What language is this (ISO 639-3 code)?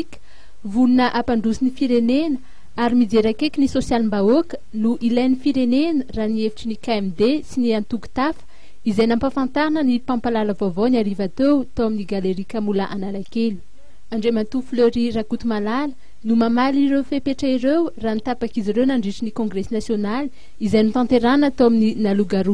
mlg